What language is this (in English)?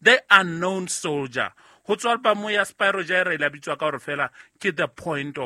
Southern Sotho